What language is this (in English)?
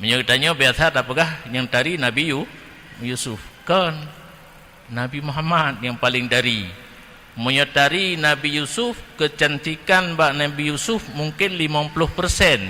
Achinese